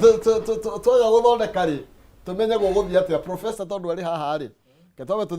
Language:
Kikuyu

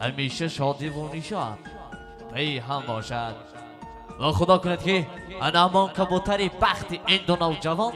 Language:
Tajik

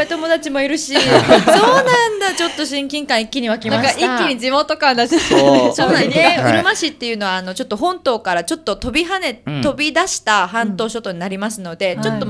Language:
Japanese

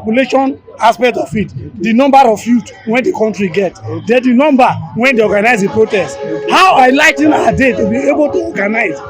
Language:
Nigerian Pidgin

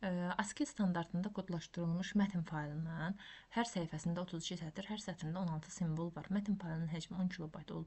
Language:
Azerbaijani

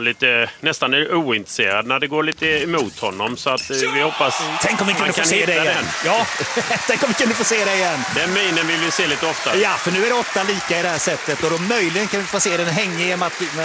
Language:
Swedish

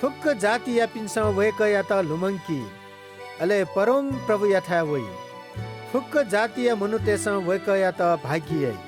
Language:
Newari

